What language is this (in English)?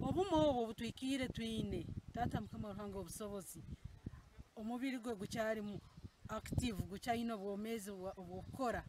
Ganda